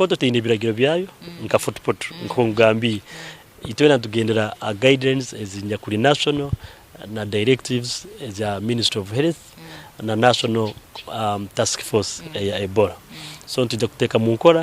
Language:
Nyankole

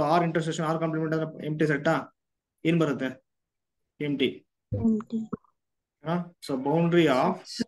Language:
Kannada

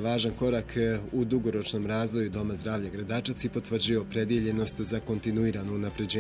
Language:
Bosnian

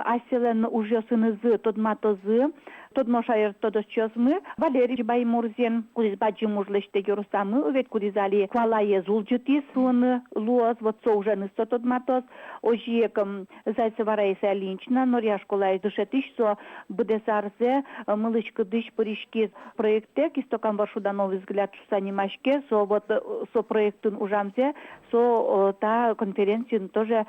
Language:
Udmurt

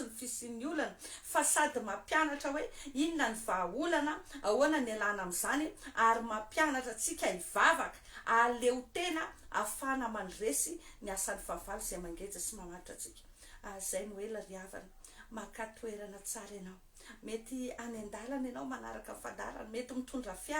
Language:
Malagasy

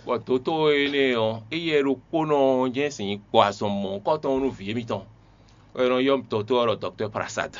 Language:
Fon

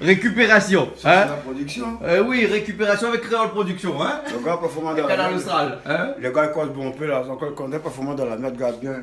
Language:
Réunion Creole French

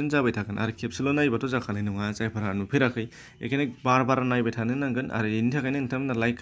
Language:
Bodo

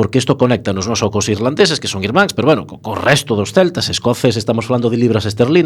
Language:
Galician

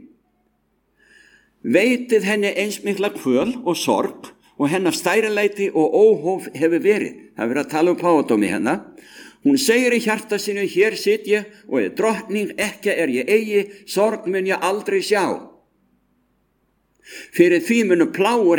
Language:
Icelandic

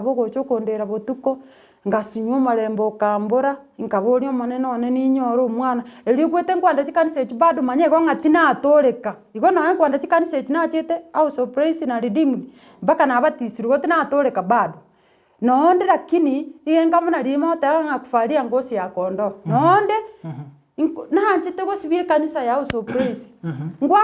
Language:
Gusii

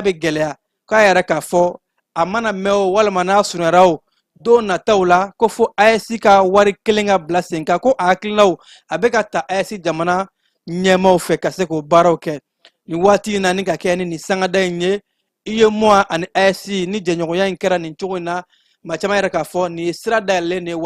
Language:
Bambara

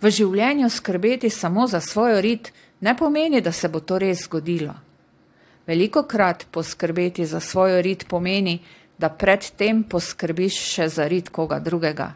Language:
Slovenian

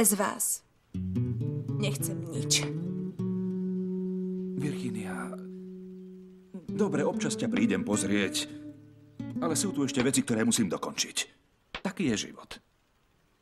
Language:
Slovak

